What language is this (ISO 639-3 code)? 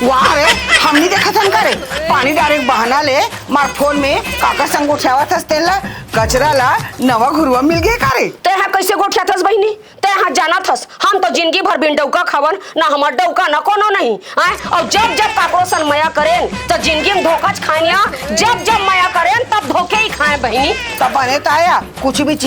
hne